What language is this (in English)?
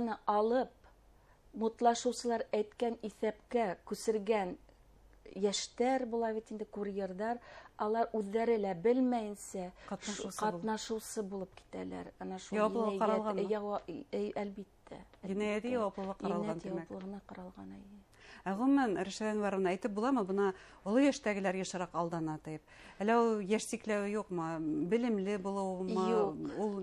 Bashkir